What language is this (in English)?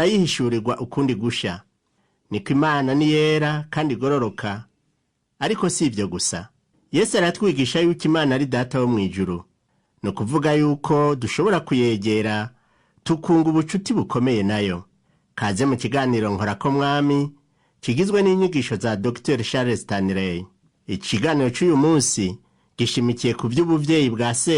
Rundi